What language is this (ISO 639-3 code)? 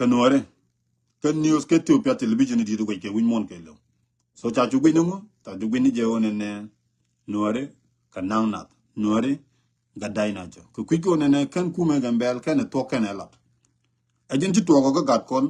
nus